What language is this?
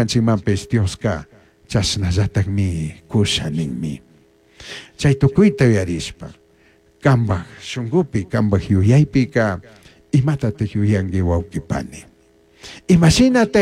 Chimborazo Highland Quichua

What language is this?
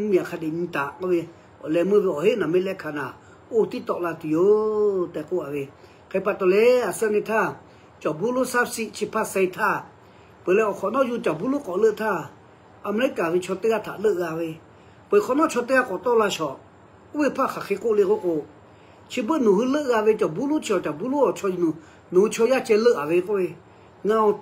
Lahu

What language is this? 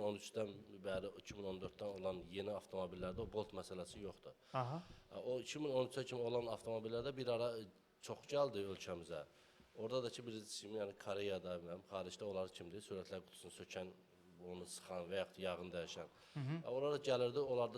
Azerbaijani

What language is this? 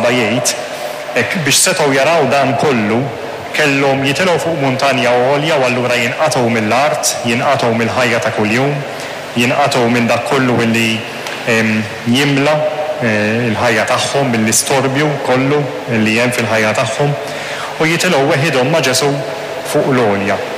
Maltese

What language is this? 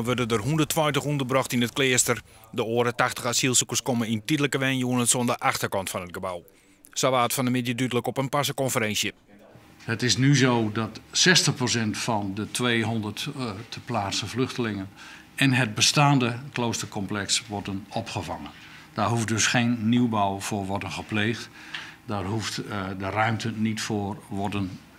Western Frisian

